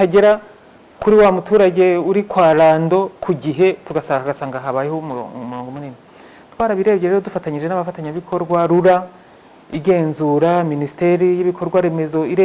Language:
Kinyarwanda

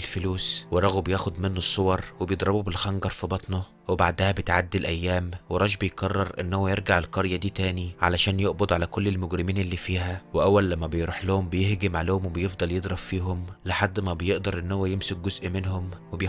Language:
Egyptian Arabic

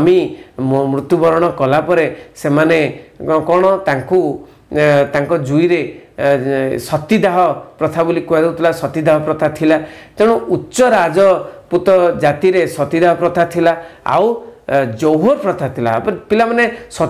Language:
Odia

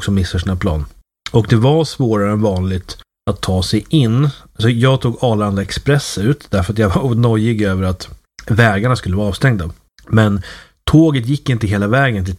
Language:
Swedish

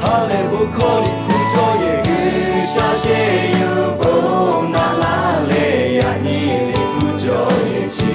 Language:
Lahu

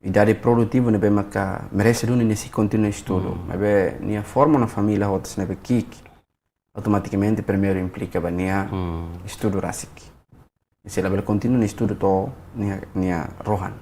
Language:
Tetum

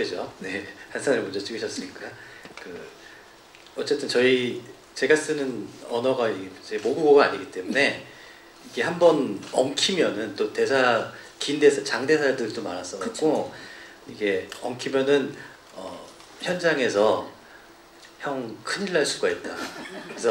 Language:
Korean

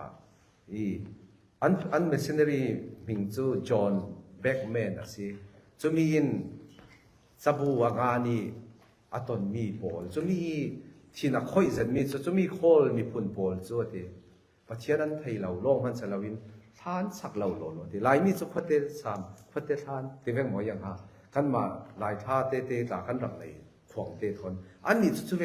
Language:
Falam Chin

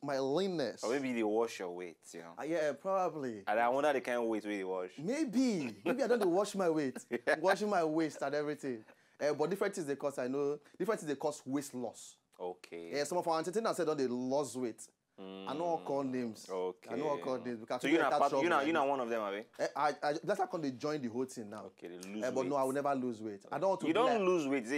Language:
Nigerian Pidgin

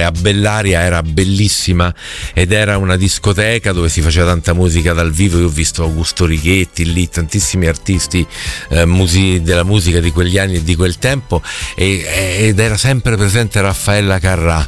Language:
Italian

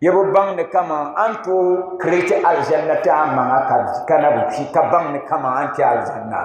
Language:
Dagbani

